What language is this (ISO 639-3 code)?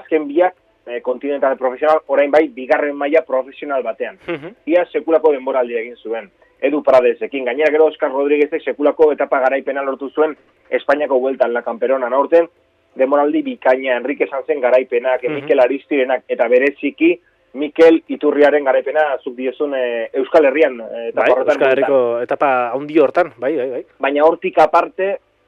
eus